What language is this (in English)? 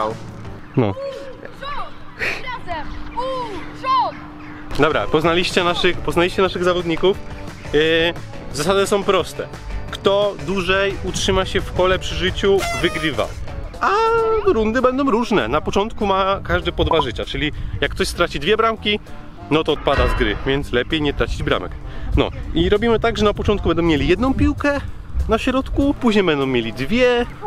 Polish